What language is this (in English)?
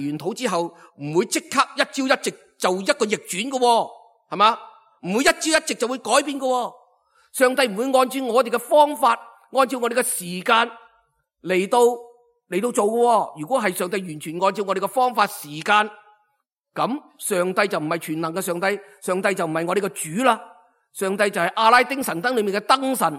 Cantonese